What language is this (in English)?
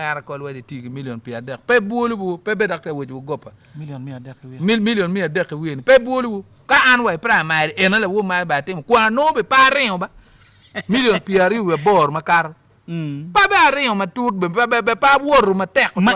Acoli